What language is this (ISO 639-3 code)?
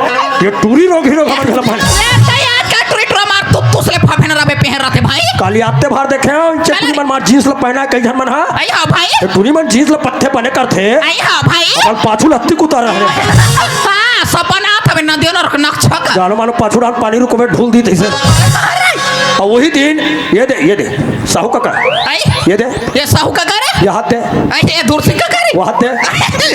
hne